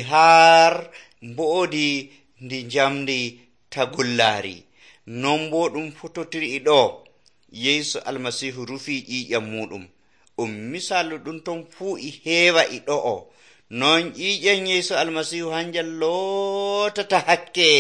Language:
Nigerian Fulfulde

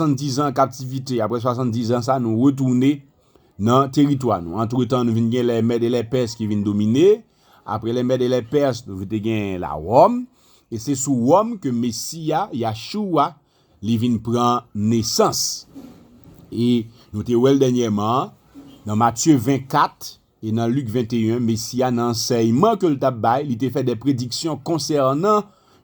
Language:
Haitian Creole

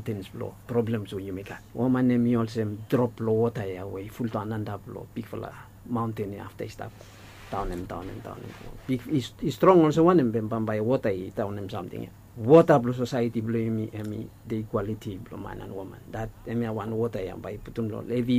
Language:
Bislama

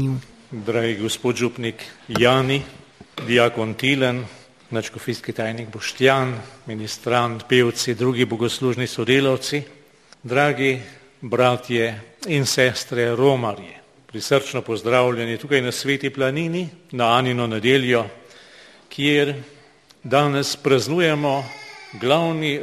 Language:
Slovenian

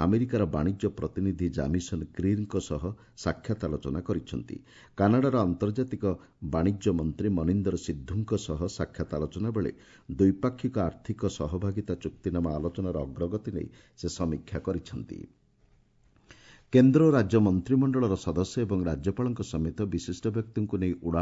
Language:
Odia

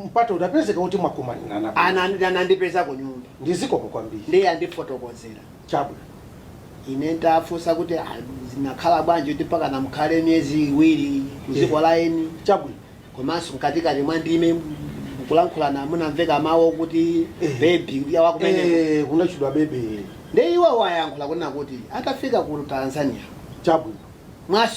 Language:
Nyanja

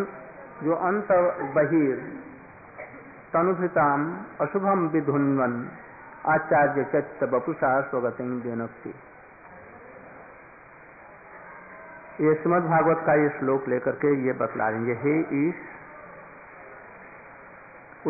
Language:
Hindi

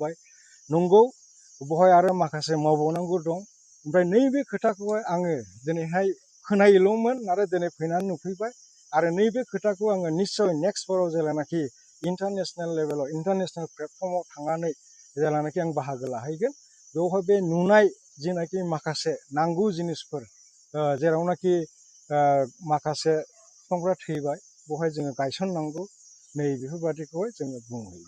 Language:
Bodo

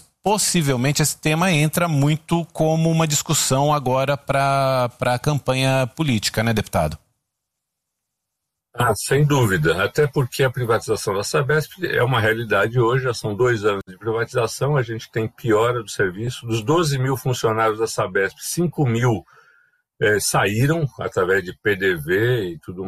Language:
Portuguese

